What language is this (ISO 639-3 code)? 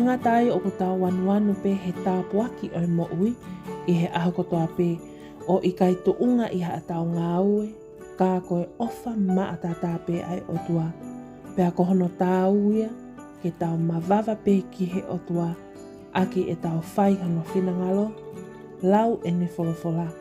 ton